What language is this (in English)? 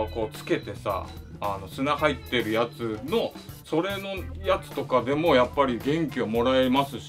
Japanese